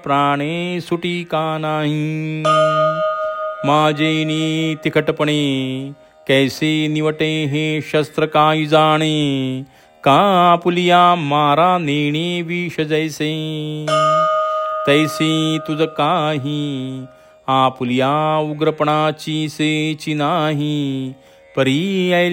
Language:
Marathi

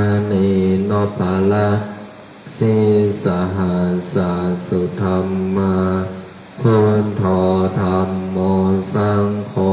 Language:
Pali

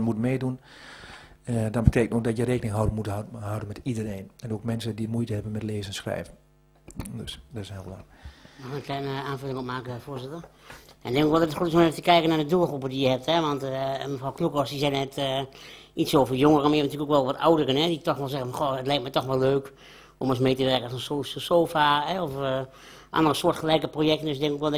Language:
Dutch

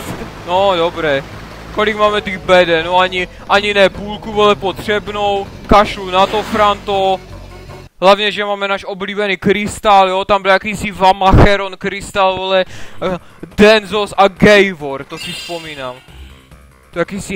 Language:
Czech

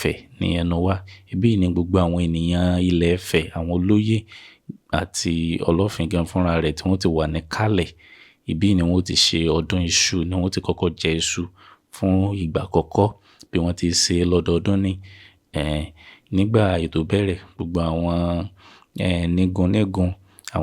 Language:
Yoruba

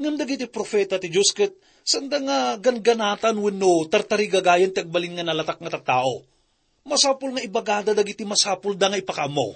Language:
Iloko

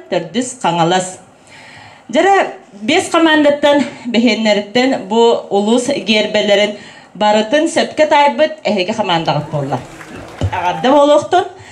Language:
Yakut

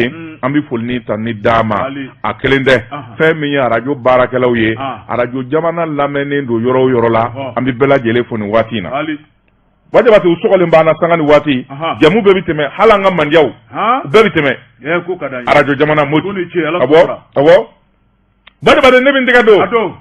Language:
Bambara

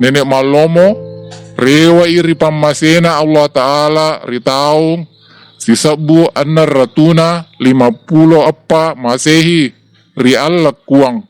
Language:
Buginese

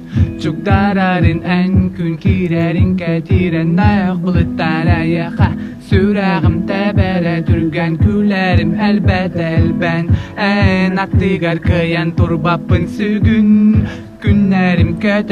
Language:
Yakut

